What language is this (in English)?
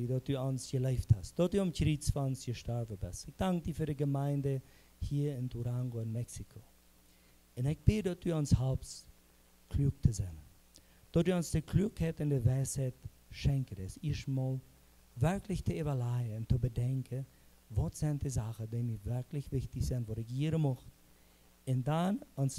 Plautdietsch